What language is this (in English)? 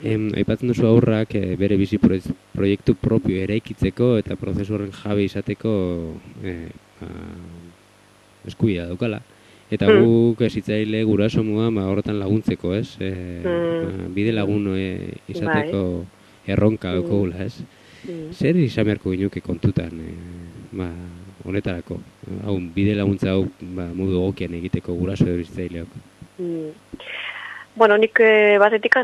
Basque